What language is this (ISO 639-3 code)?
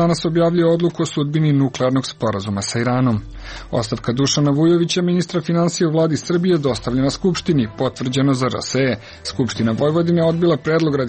srp